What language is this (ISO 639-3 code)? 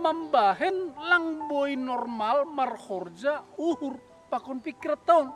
bts